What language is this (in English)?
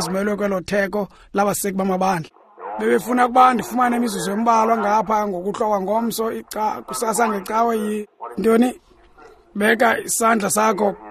Xhosa